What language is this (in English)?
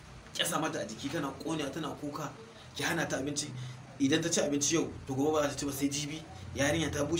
Hausa